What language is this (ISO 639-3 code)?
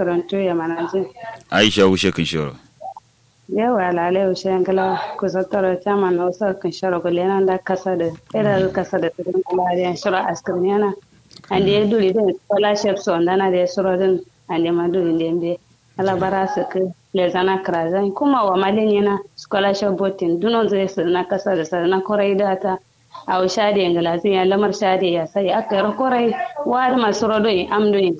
kau